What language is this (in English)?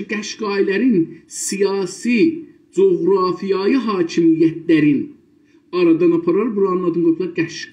South Azerbaijani